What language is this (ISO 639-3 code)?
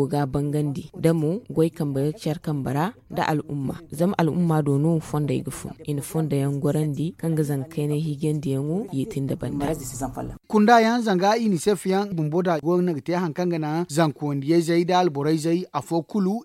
dje